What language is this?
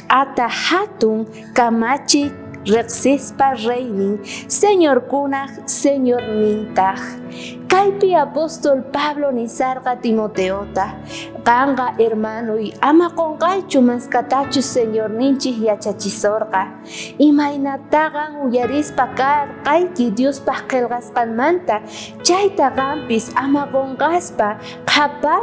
South Bolivian Quechua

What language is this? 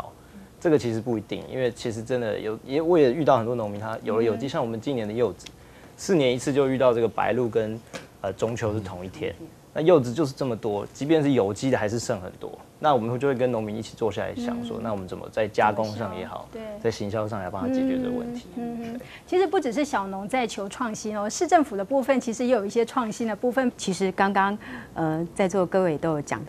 Chinese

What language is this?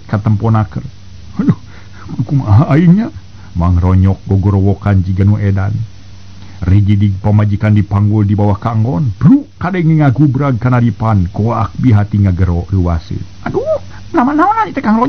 Sundanese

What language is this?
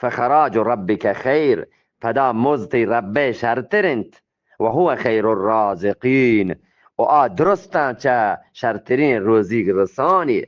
Eastern Balochi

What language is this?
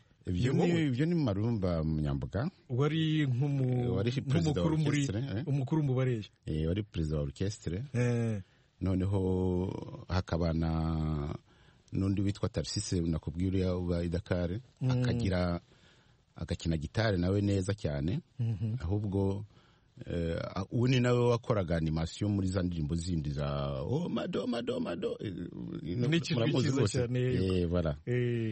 Kinyarwanda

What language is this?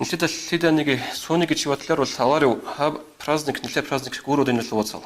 Avaric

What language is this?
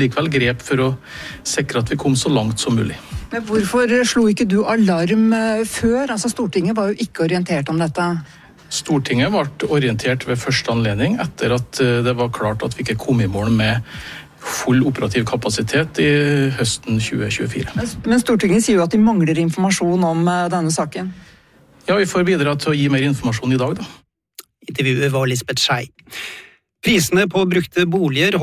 Norwegian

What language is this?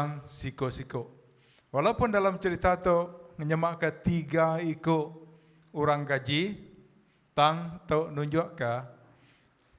Iban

